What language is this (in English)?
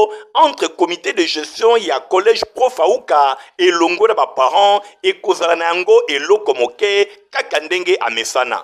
Lingala